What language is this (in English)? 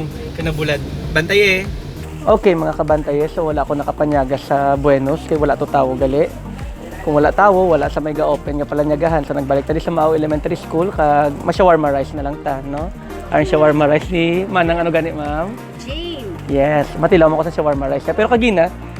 Hiligaynon